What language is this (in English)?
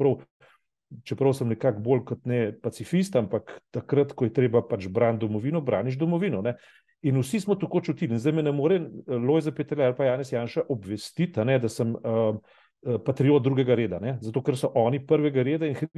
Slovenian